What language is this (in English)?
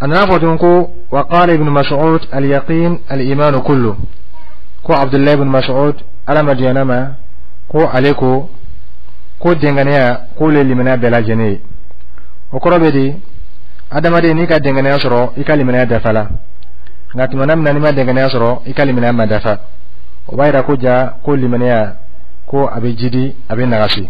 Dyula